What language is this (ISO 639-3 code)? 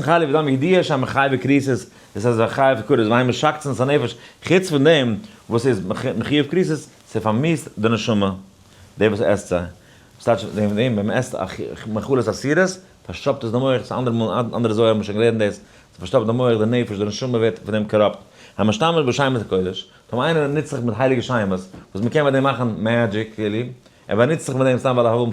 yid